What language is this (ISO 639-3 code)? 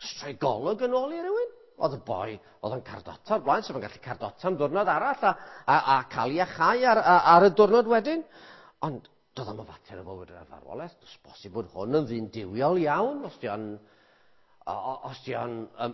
cym